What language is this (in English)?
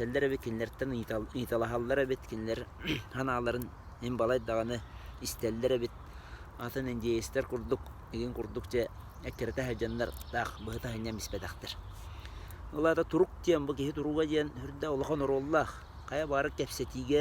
Yakut